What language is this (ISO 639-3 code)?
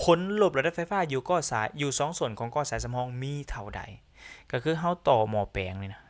lao